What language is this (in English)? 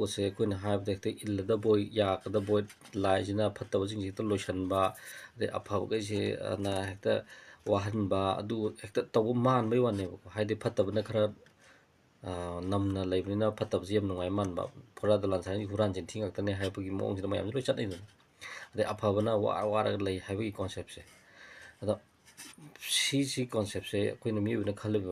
Manipuri